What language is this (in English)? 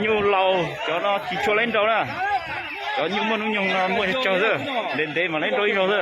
Hmong